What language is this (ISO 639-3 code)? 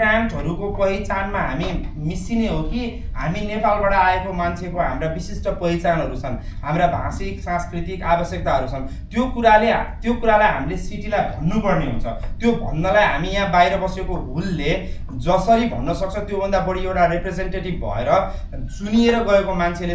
nep